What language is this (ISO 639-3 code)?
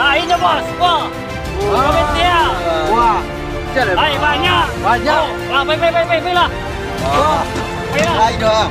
min